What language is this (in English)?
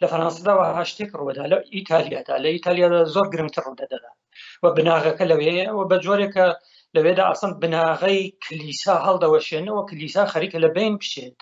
Central Kurdish